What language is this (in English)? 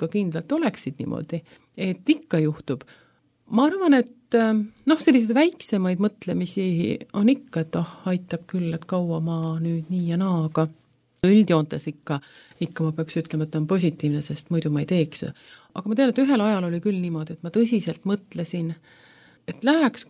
Estonian